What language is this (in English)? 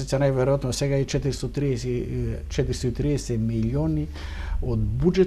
Macedonian